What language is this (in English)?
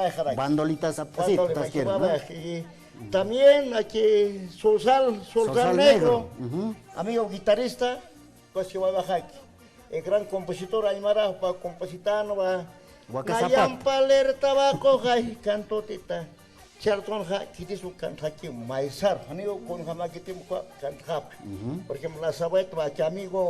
Aymara